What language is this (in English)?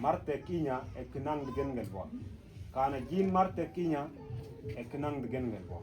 Mabaan